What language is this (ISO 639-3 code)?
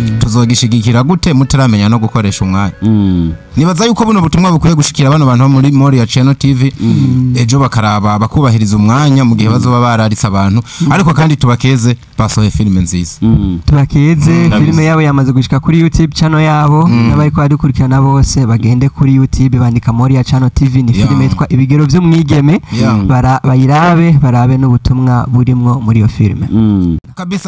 run